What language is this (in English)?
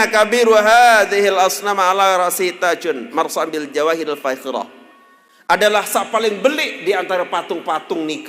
Sasak